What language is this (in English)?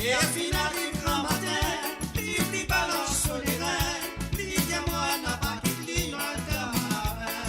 Morisyen